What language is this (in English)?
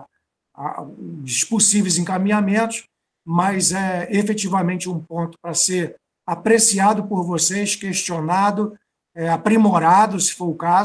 Portuguese